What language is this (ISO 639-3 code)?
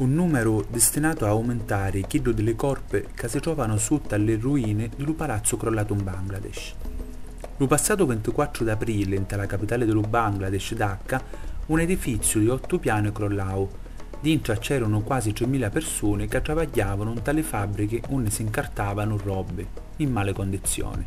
scn